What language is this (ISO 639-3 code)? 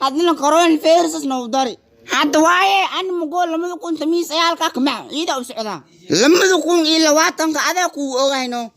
som